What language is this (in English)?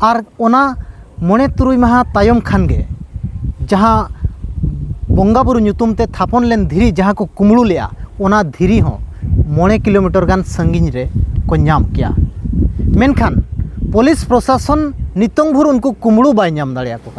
Santali